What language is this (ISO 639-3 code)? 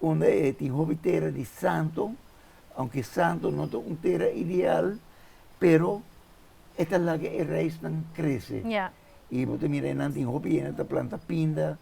pap